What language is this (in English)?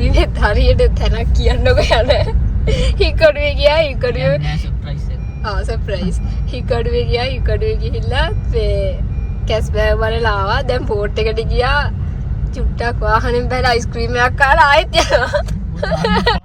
Sinhala